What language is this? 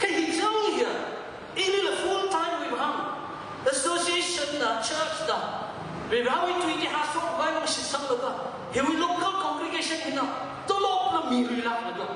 Tangkhul Naga (India)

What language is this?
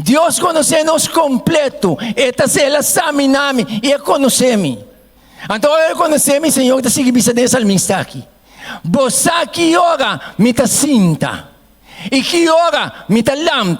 Papiamento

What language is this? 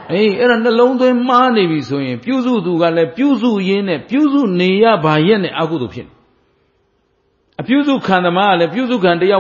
Burmese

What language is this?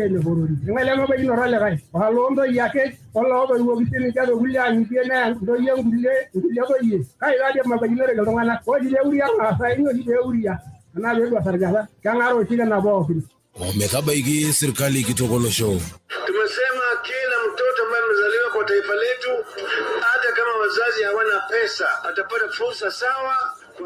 Masai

